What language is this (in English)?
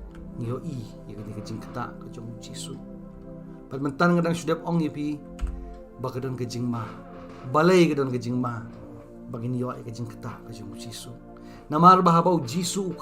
Khasi